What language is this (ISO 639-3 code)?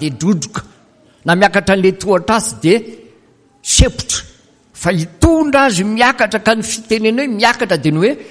mlg